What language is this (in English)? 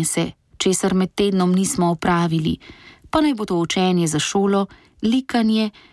Slovenian